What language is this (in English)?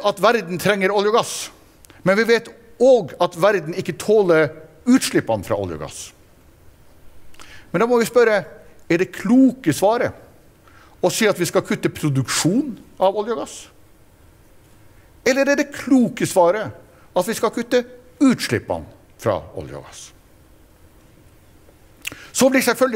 Norwegian